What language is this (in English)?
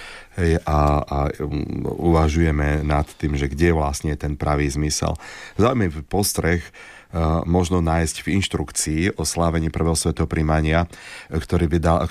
Slovak